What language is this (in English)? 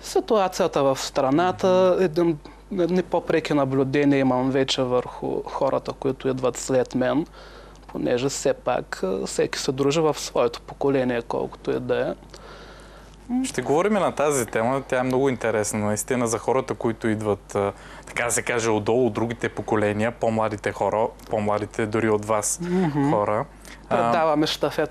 Bulgarian